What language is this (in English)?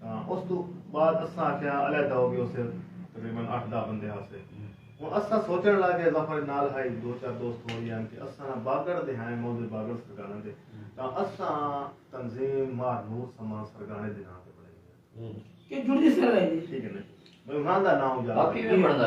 Saraiki